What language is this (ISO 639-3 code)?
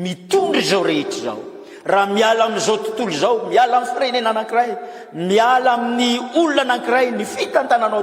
mlg